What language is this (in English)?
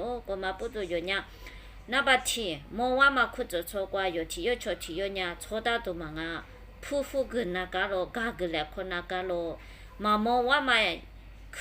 Lisu